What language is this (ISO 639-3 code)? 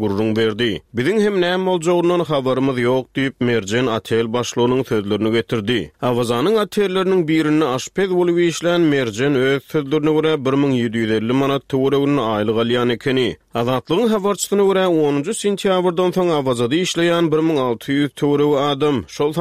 tuk